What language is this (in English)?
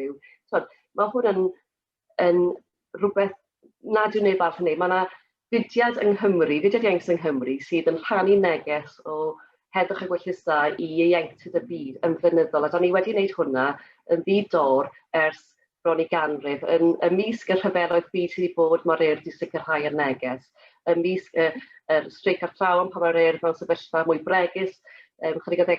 Welsh